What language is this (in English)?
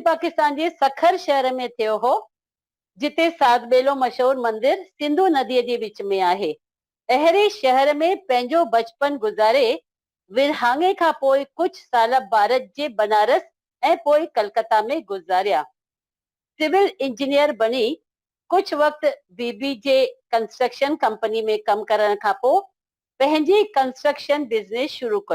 Sindhi